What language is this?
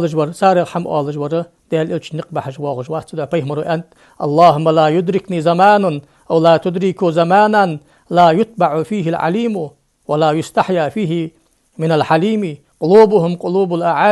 Ingush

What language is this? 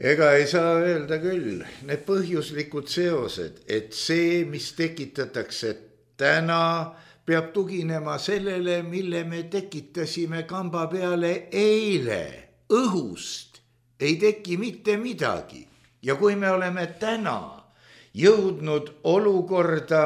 Estonian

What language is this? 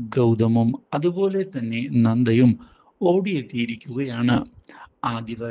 Malayalam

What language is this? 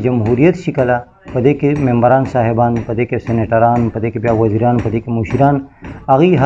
Pashto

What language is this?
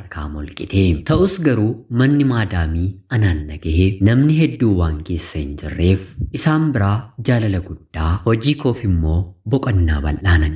Oromo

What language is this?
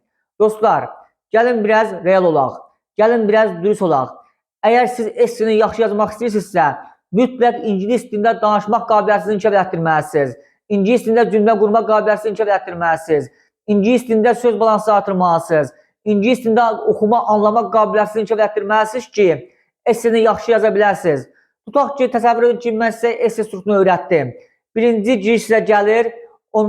Azerbaijani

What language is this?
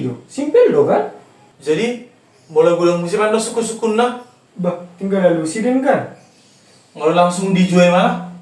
Batak Toba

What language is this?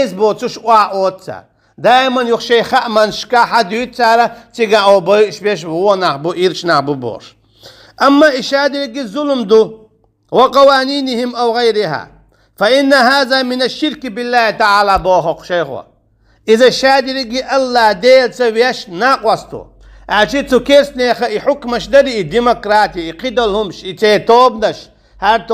Chechen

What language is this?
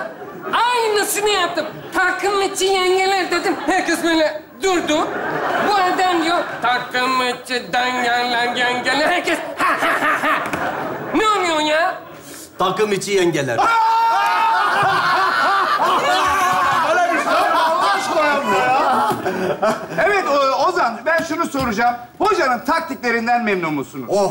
Turkish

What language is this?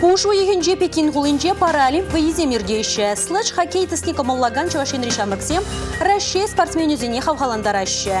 Chuvash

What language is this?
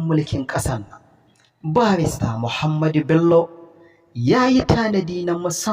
Hausa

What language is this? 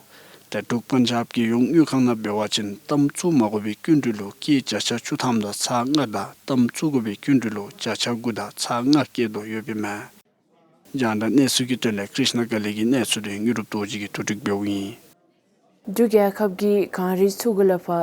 Dzongkha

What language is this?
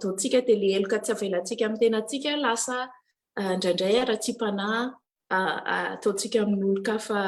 Malagasy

